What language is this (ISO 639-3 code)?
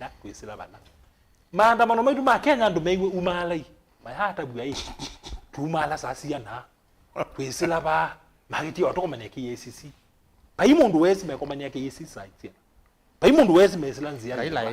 kam